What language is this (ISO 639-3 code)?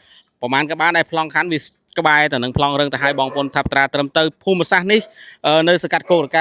khm